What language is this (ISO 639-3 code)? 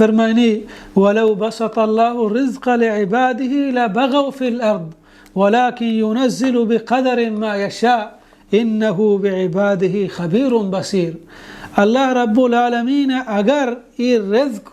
bal